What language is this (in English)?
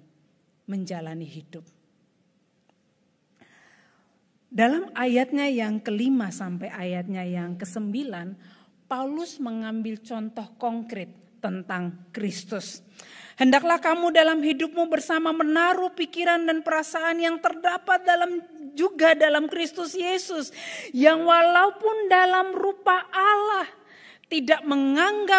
Indonesian